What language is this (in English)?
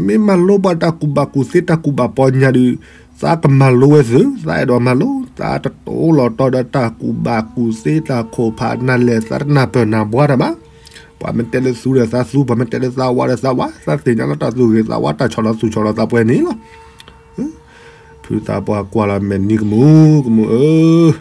S'gaw Karen